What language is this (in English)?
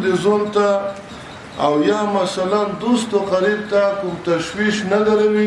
Pashto